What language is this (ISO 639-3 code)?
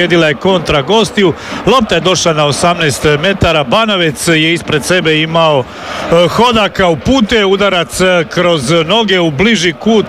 hrv